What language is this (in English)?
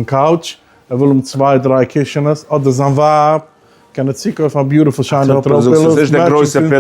Yiddish